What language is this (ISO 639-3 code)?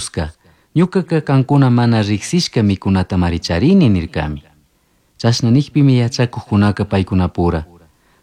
qug